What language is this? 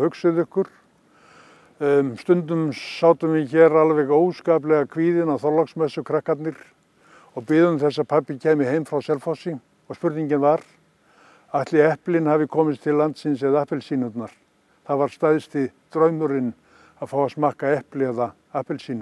Icelandic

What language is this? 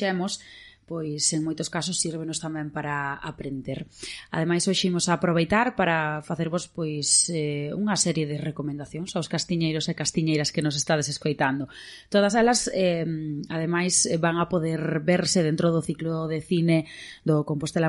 Galician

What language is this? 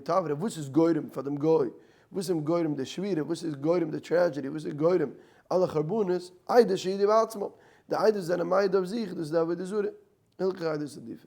Yiddish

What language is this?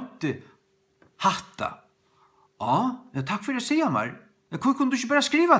Faroese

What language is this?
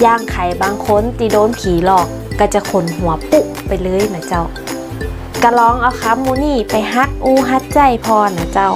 Northern Thai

